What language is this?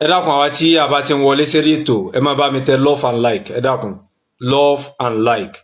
Yoruba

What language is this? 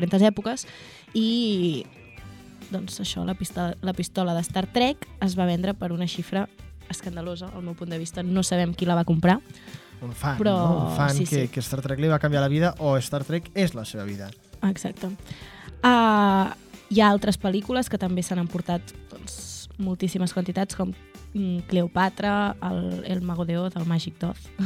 Catalan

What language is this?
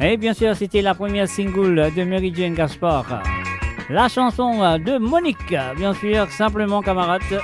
Morisyen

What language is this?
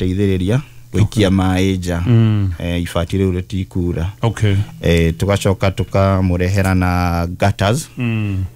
Kikuyu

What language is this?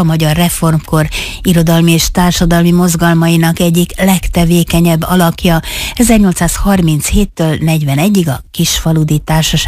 Hungarian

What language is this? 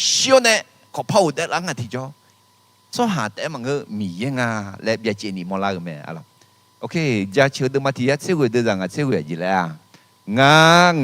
Akha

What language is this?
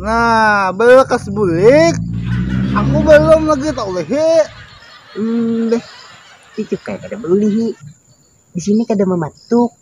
Banjar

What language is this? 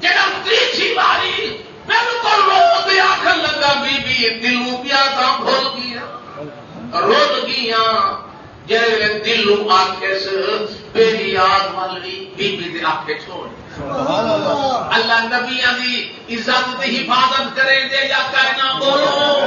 Saraiki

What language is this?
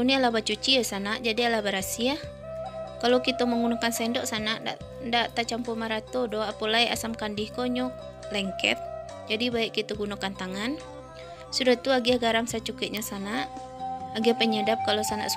Minangkabau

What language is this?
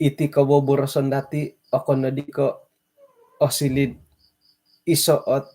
Central Dusun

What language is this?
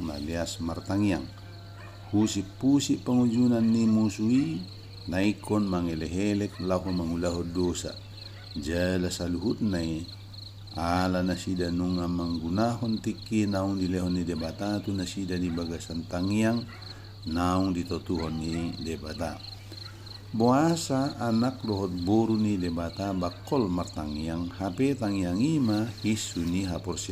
Batak Toba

